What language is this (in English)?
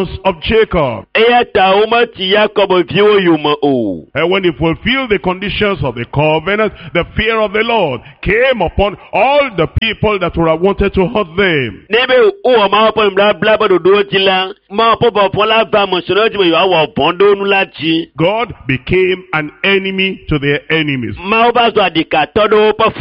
Ewe